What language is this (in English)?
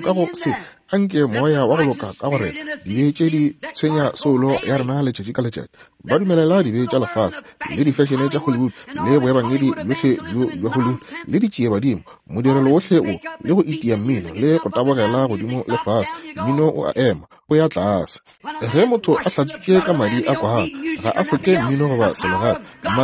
Northern Sotho